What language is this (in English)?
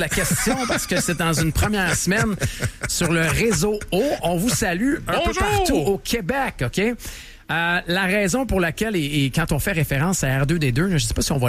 French